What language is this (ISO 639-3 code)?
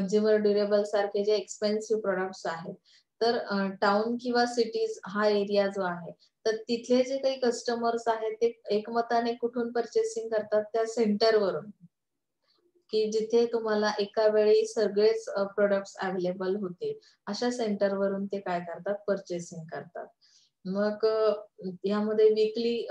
mar